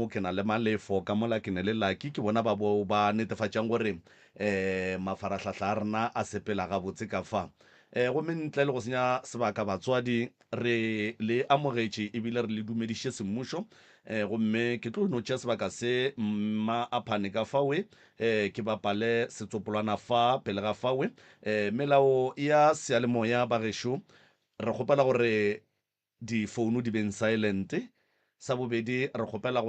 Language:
Northern Sotho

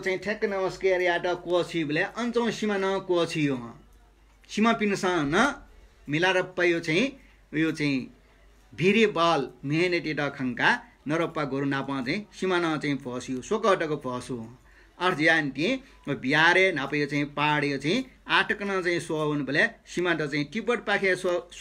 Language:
Newari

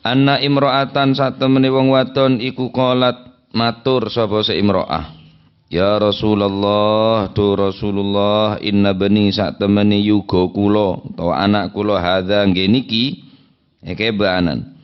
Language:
Madurese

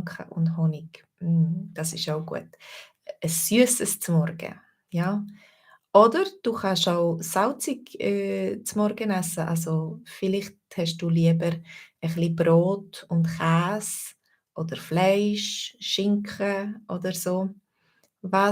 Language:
Swiss German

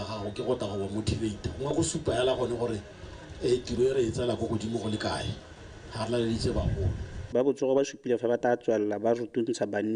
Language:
Tswana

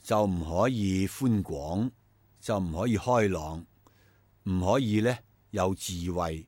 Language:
Cantonese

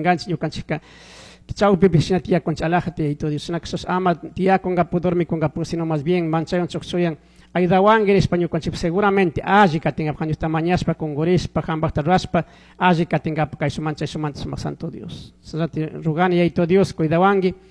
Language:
Chimborazo Highland Quichua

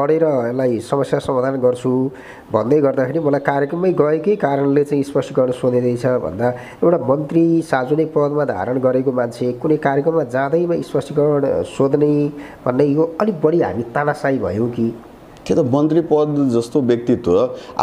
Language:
Nepali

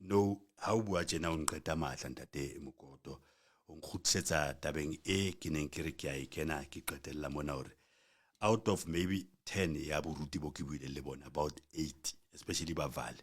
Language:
Southern Sotho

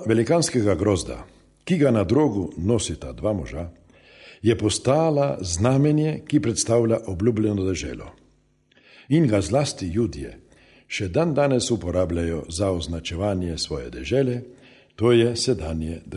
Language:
Slovenian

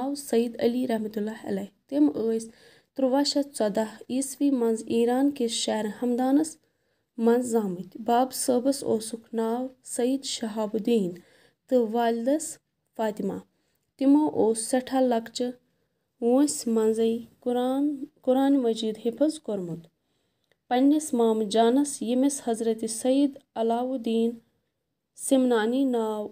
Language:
Kashmiri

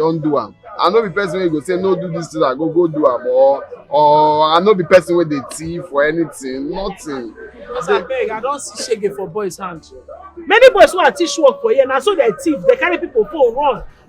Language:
Nigerian Pidgin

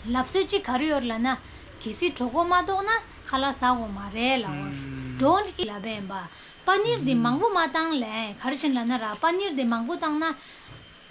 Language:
Tibetan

